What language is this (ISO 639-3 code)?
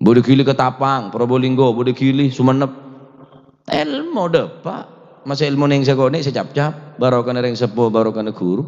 mad